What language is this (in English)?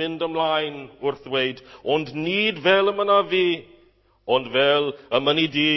Welsh